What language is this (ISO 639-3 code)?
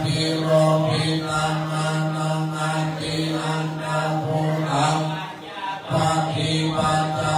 pli